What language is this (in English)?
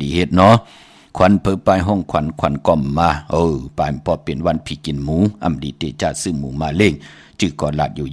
Shan